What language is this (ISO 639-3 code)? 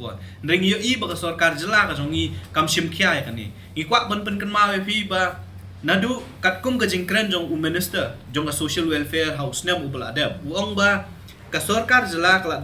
kha